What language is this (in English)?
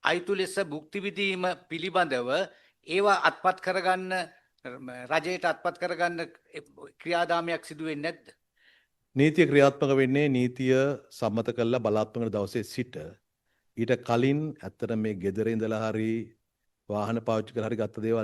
Sinhala